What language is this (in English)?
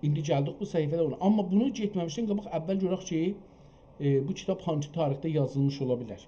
South Azerbaijani